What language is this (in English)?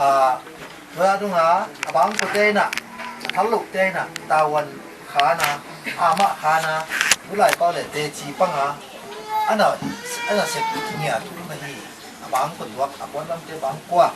Tedim Chin